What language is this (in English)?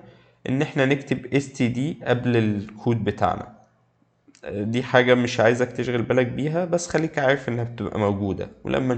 Egyptian Arabic